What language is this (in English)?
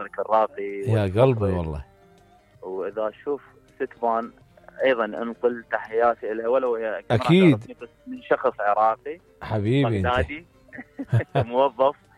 Mesopotamian Arabic